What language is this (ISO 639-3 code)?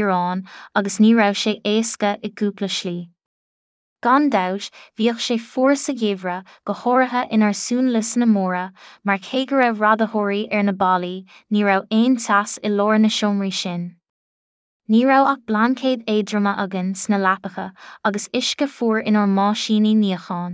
gle